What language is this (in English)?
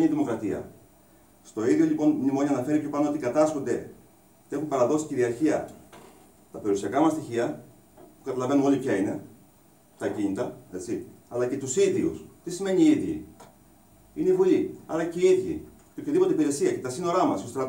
Greek